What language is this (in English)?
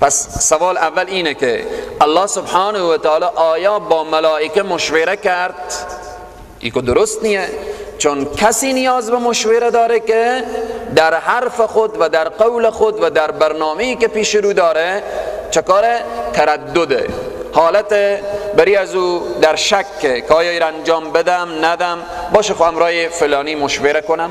Persian